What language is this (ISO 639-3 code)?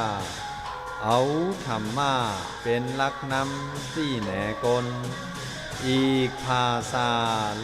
shn